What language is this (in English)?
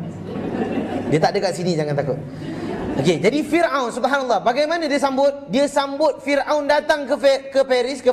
Malay